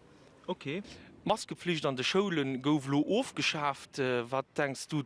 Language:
Luxembourgish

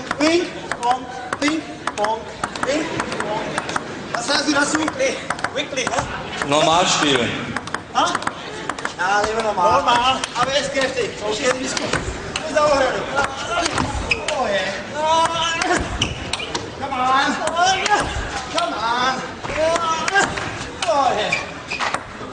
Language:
Danish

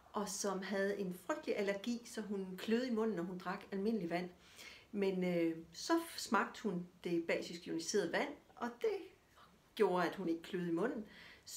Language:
Danish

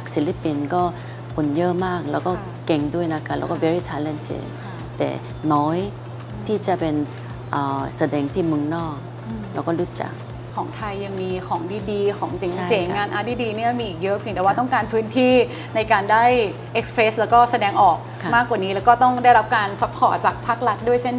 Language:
Thai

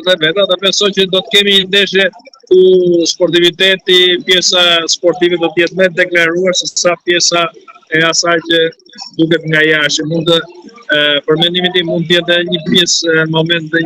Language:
Albanian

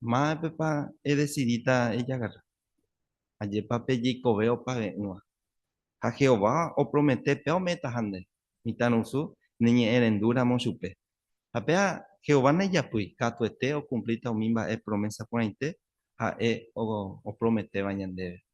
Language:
Guarani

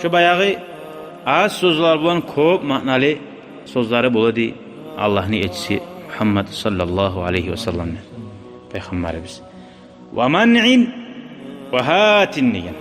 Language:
Kumyk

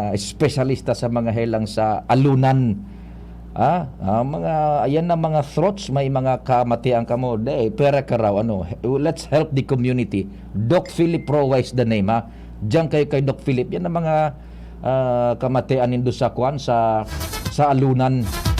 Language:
Bikol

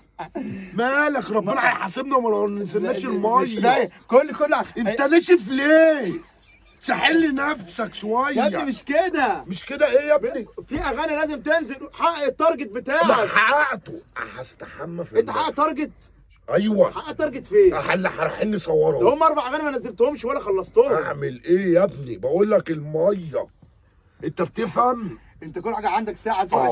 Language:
Egyptian Arabic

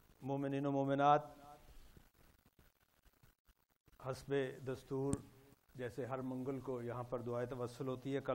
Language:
Urdu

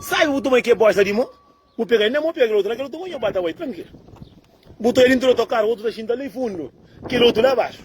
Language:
Kabuverdianu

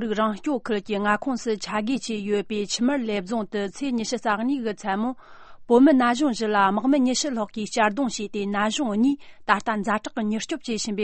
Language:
Tibetan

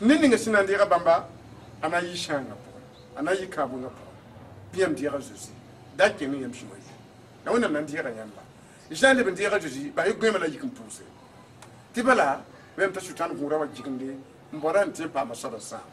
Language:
Mossi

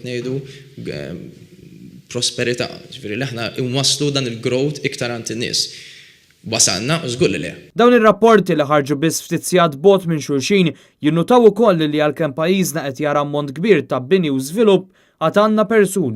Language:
Maltese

